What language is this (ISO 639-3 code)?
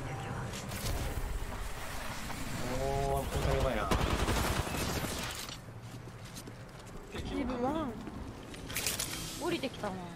jpn